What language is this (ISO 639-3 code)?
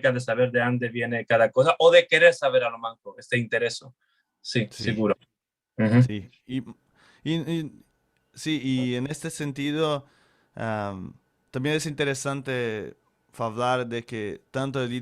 lad